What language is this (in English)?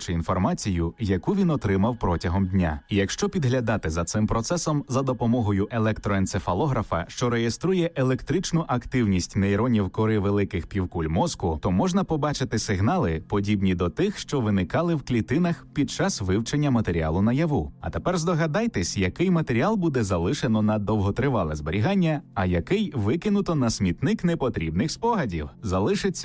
Ukrainian